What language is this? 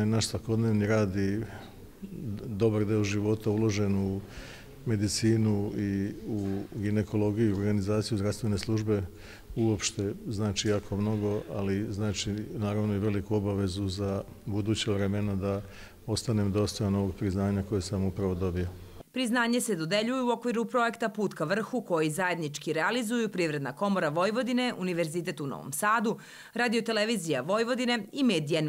Serbian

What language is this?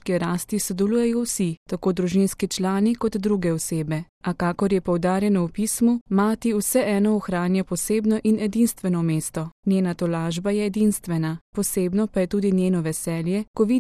Slovenian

